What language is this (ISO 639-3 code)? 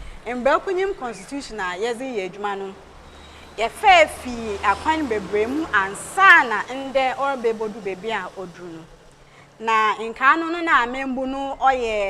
aka